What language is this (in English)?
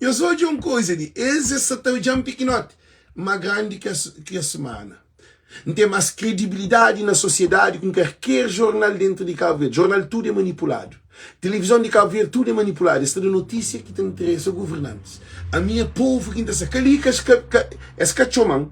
Kabuverdianu